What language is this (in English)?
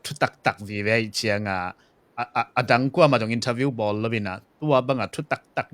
Tedim Chin